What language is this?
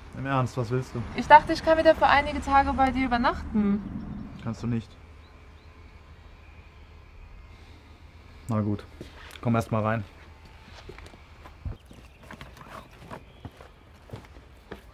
German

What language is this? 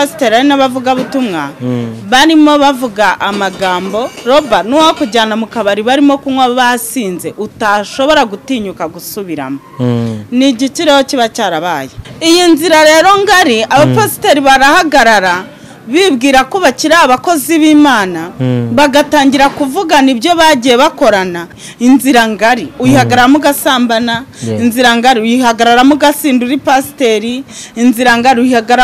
Kinyarwanda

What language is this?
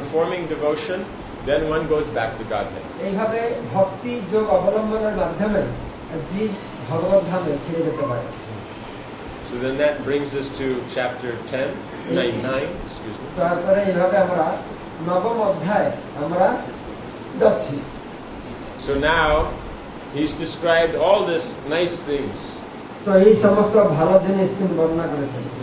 Bangla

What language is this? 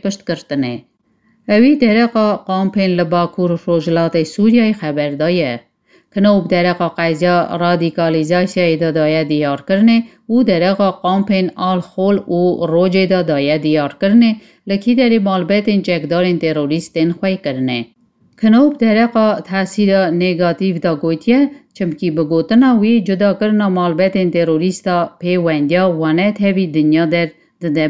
Kurdish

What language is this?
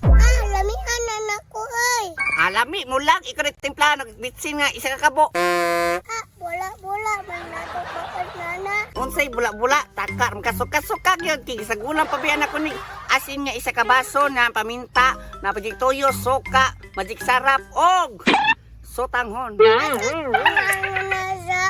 Cebuano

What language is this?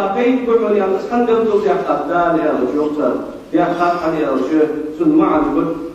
Ingush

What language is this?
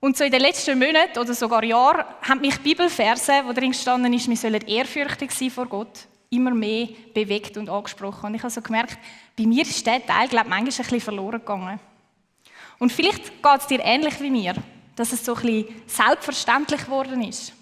Swiss German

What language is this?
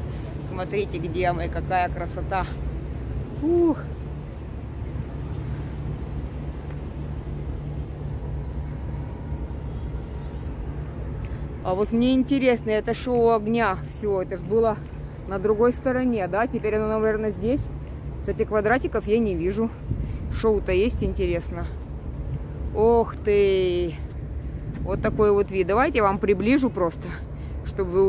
Russian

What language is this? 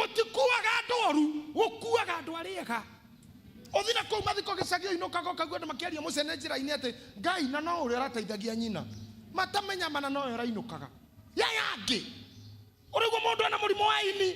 Kikuyu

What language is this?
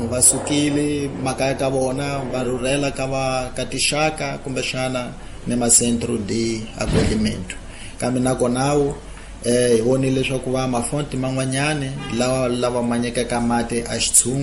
Tsonga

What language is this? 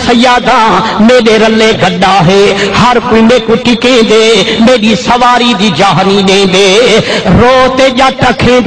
Saraiki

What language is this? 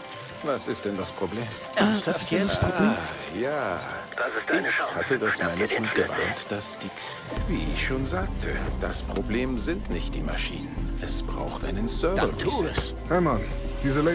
Bavarian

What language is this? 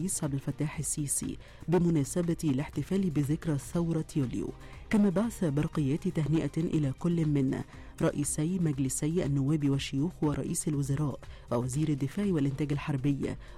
Arabic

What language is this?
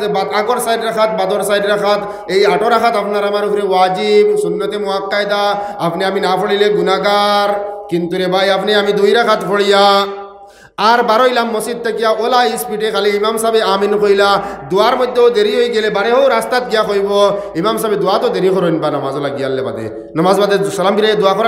Sylheti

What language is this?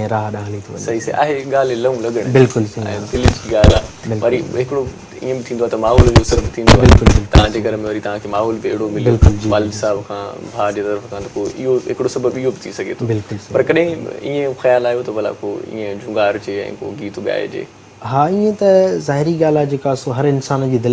Sindhi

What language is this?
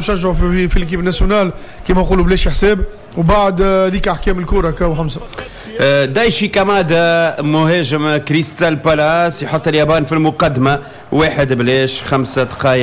Tunisian Arabic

